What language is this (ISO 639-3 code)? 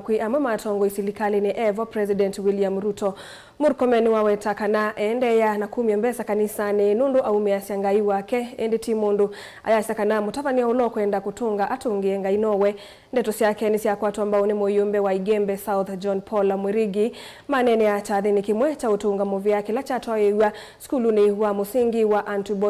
kam